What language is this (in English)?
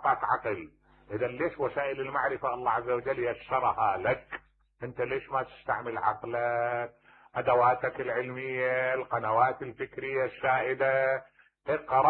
Mesopotamian Arabic